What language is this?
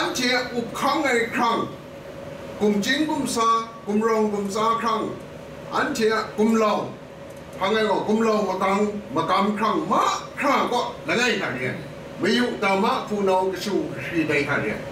Kachin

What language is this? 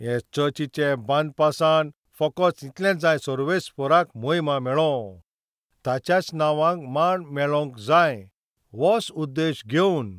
Konkani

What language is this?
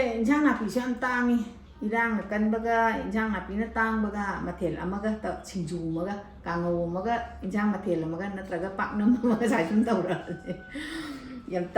Manipuri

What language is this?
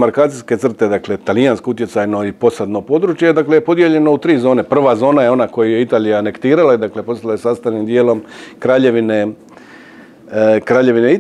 Croatian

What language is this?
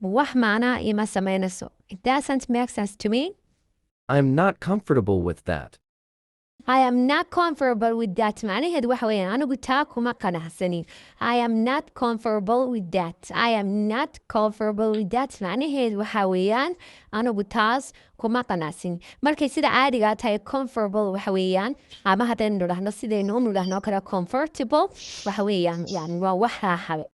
Somali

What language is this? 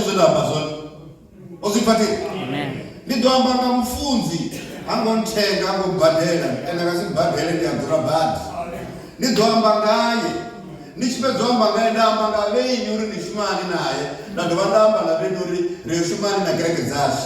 Venda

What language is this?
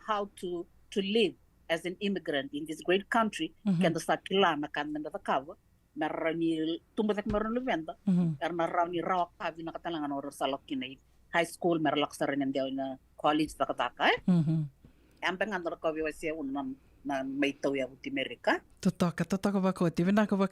Fijian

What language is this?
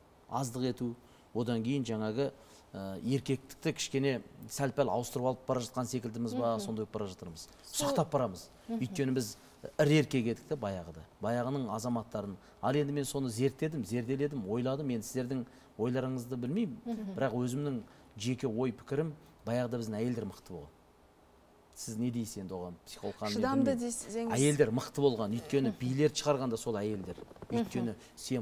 Kazakh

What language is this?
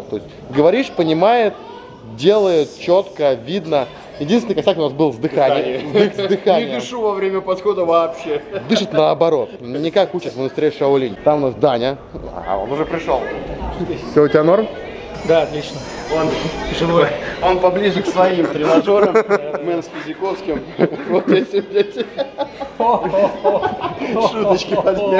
Russian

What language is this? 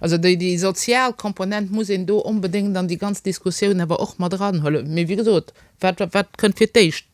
Luxembourgish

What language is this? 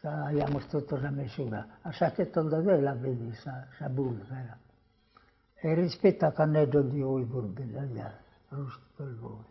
Sardinian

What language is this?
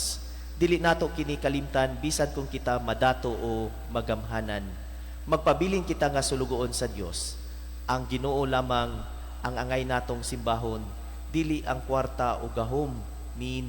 Cebuano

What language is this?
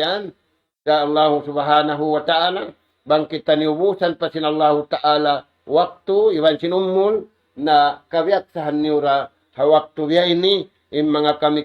Tausug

